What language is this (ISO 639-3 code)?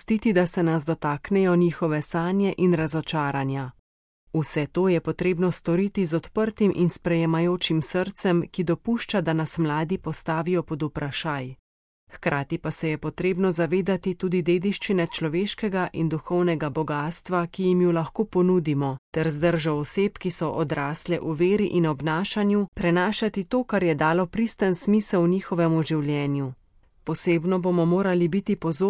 slv